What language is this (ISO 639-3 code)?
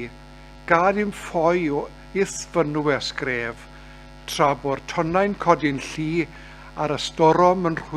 cym